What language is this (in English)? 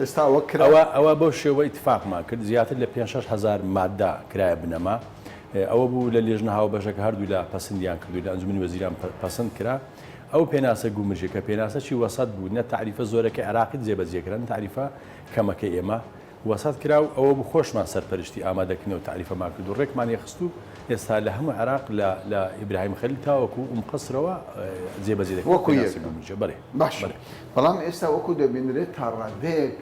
Central Kurdish